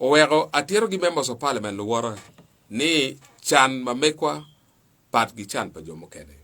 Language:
Acoli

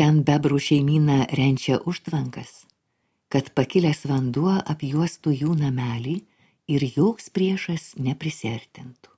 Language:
Lithuanian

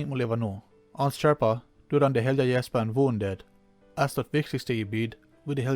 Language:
Plautdietsch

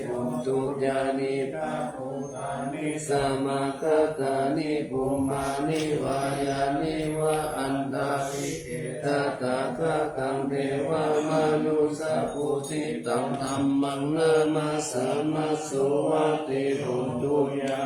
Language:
Pali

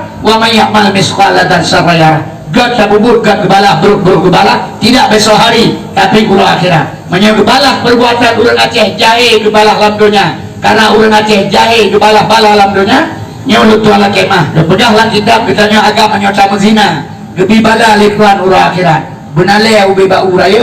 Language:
Achinese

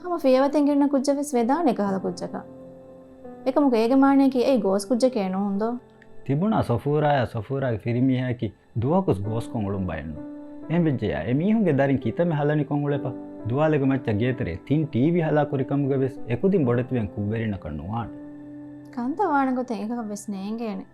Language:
Divehi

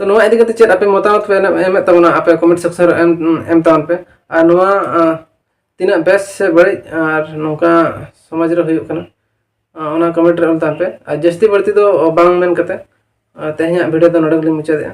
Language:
Santali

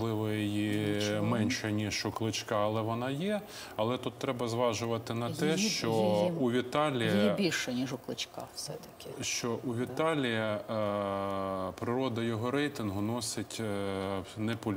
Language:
Ukrainian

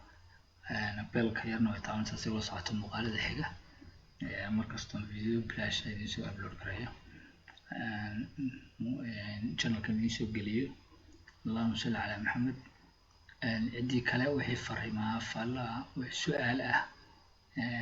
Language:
Somali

